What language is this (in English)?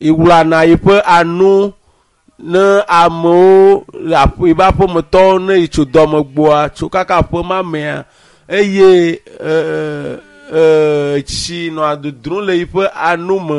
Ewe